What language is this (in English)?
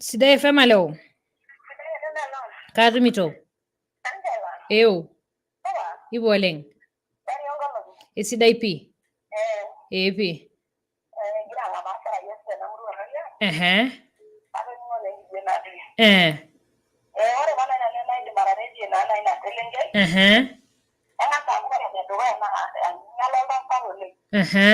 Masai